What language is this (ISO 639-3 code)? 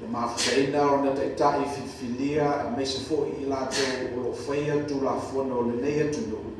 smo